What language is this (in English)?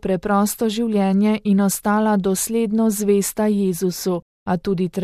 Slovenian